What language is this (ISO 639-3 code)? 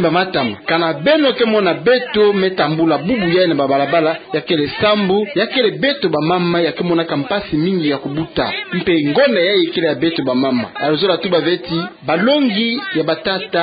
ktu